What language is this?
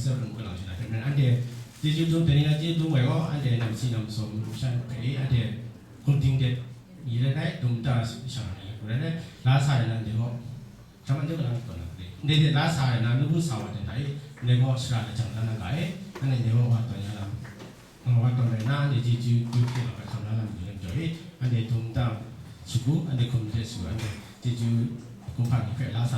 Kachin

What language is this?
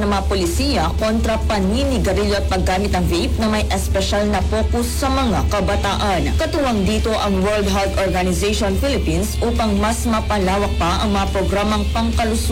Filipino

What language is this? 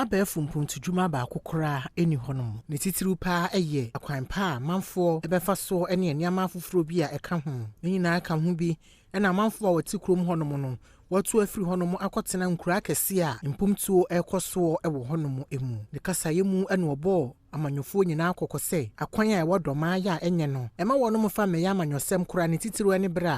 Akan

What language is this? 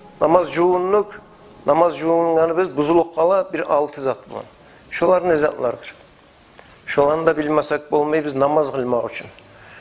Kumyk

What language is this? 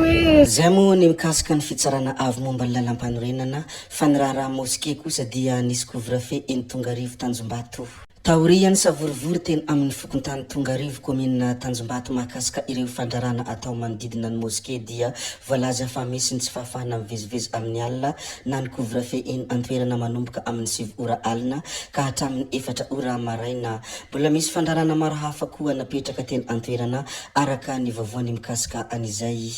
Malagasy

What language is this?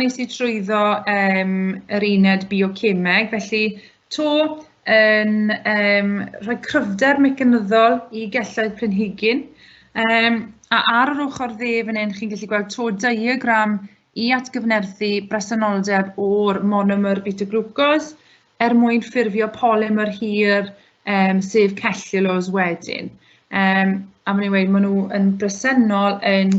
Welsh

